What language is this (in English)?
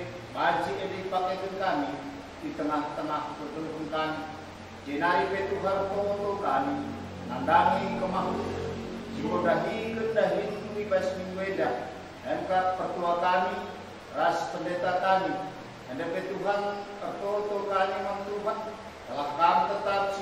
Batak Karo